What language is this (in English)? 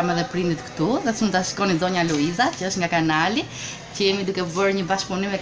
Albanian